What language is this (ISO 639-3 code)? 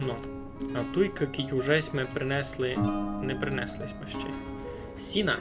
rue